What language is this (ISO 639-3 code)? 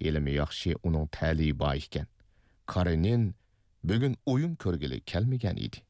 uig